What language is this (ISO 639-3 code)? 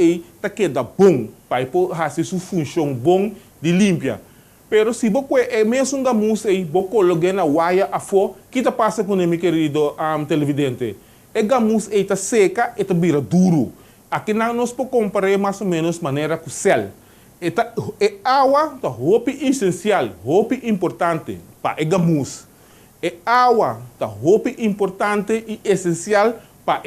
pap